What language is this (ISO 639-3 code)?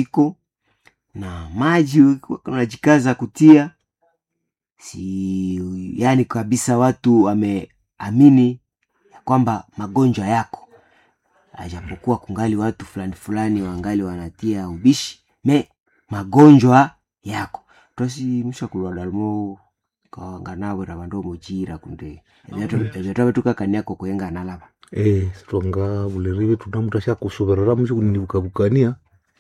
swa